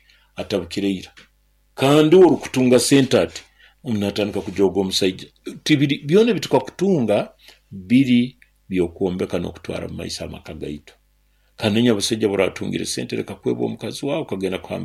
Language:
Nyoro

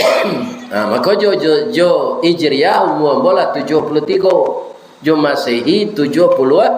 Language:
Minangkabau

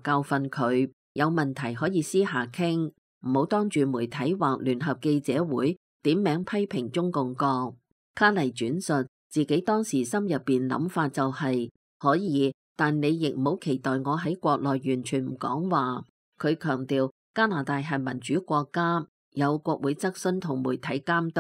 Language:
Cantonese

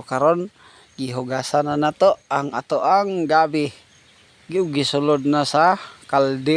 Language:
Cebuano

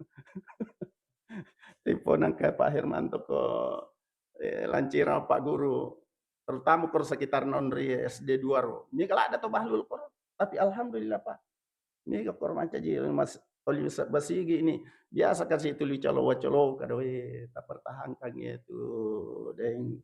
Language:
Buginese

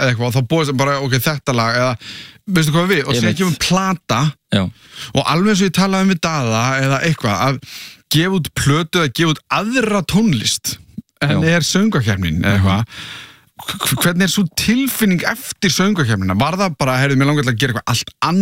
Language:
Icelandic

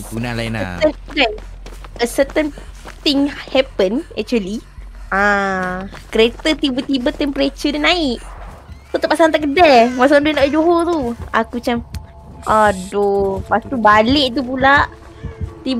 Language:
Malay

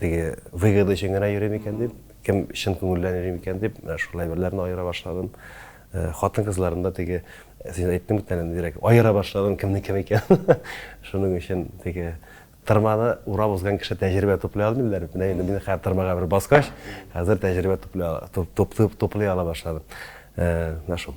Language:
Tatar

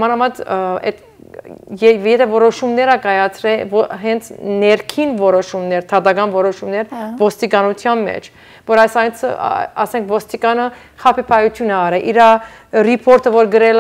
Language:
Armenian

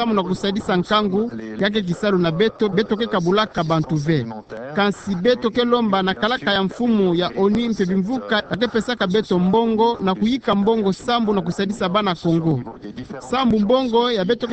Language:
Kituba (Democratic Republic of Congo)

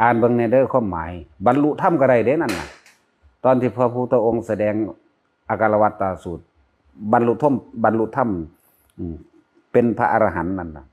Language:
Northeastern Thai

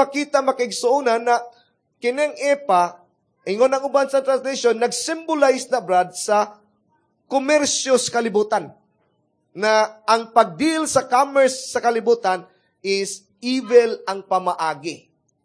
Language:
Cebuano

